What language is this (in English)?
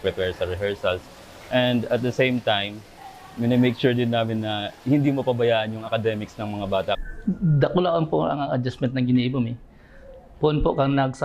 Bikol